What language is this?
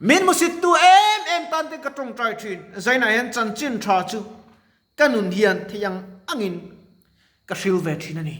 Mizo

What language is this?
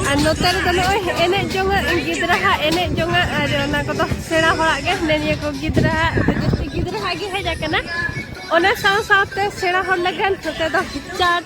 Santali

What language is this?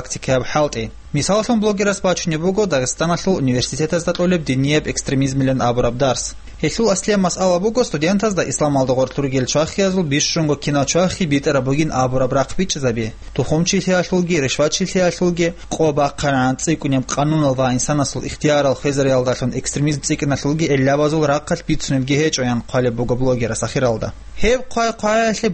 Avaric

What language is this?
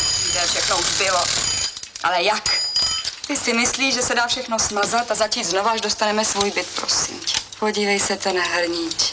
Czech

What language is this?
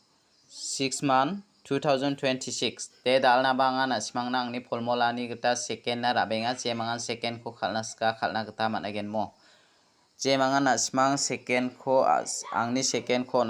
Garo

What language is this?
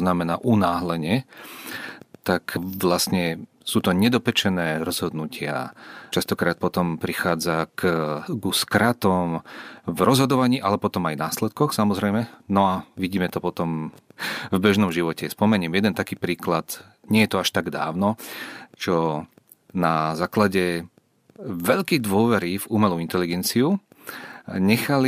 Slovak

